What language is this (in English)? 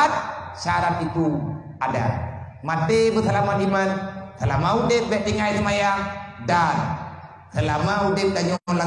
Achinese